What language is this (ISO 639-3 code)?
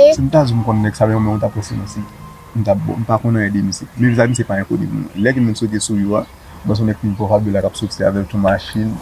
hat